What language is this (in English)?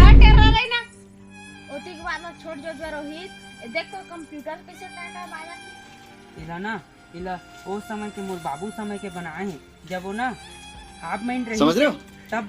Chhattisgarhi